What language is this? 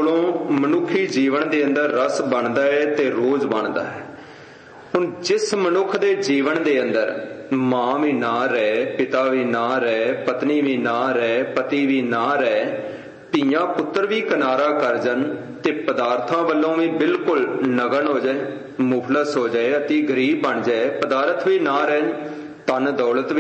Punjabi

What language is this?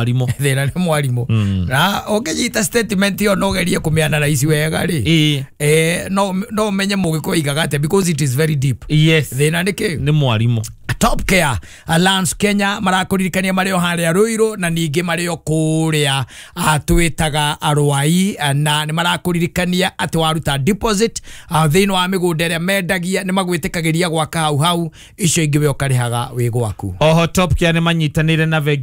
Kikuyu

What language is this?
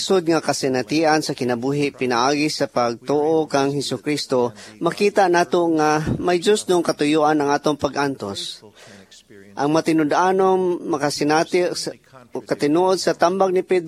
Cebuano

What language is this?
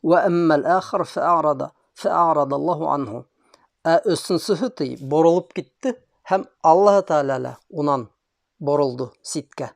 Bashkir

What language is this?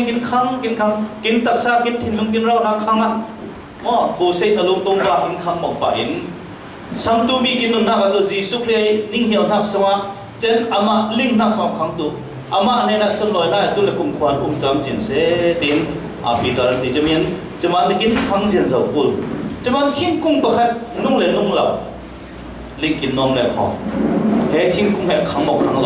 Falam Chin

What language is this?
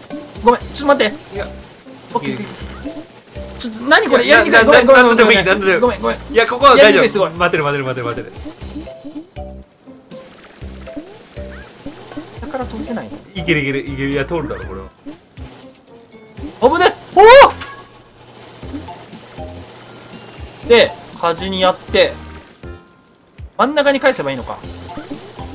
Japanese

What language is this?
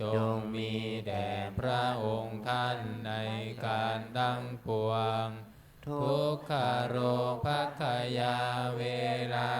Pali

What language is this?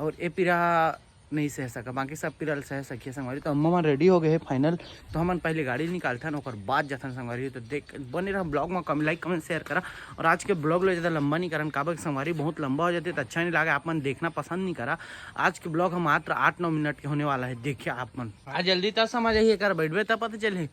Chhattisgarhi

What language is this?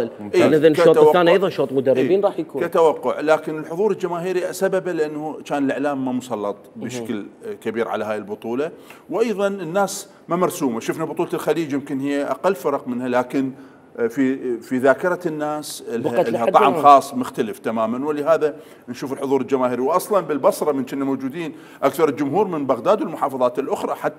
Mesopotamian Arabic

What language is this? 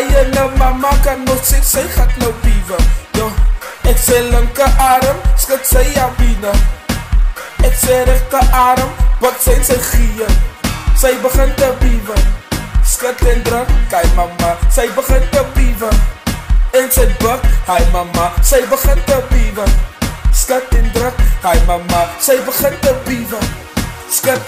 Afrikaans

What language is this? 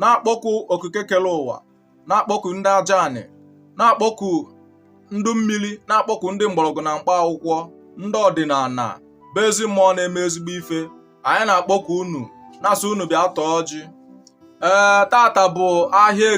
Igbo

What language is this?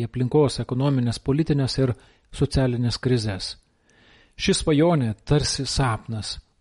Lithuanian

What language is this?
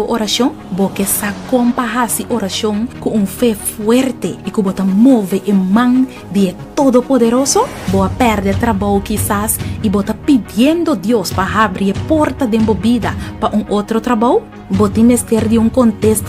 Papiamento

